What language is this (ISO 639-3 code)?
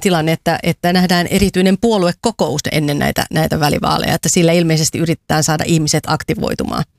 fin